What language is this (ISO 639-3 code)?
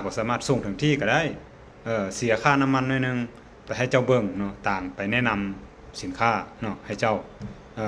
lao